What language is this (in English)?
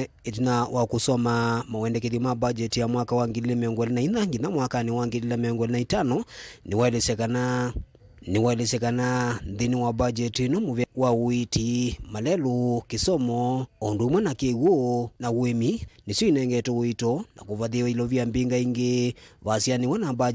Kamba